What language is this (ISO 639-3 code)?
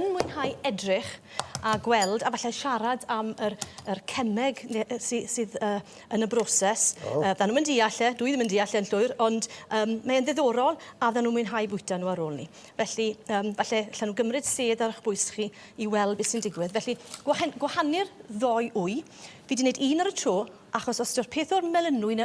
cym